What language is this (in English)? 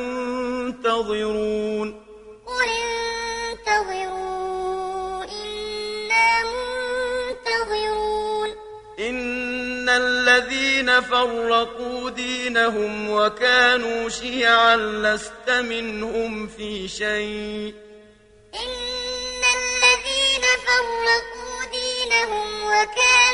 Arabic